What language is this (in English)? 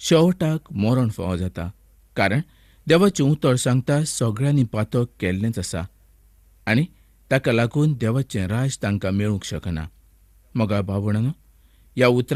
Konkani